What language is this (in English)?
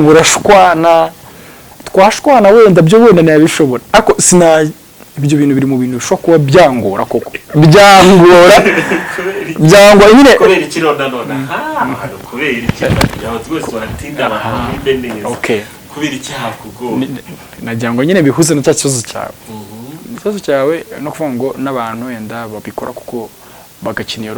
Kinyarwanda